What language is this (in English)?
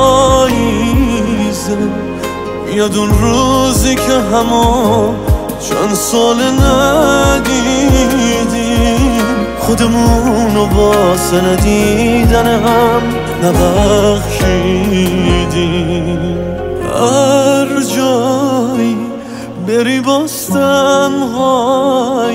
Persian